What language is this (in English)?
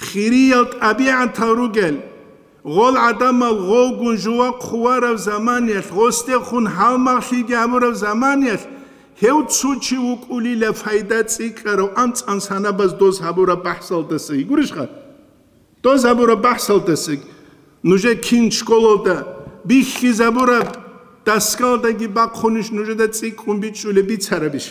Avaric